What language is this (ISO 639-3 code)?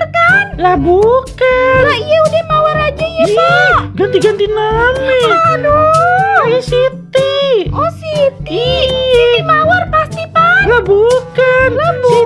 bew